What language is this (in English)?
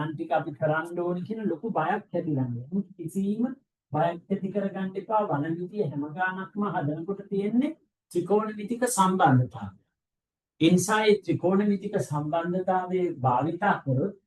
Sinhala